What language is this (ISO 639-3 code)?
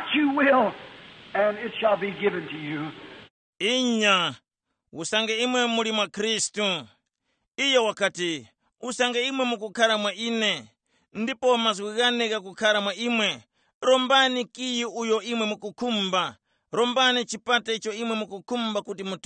tum